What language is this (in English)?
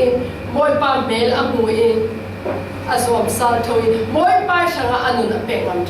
Falam Chin